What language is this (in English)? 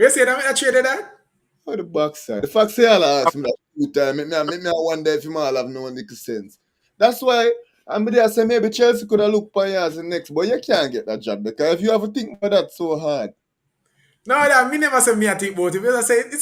Jamaican Creole English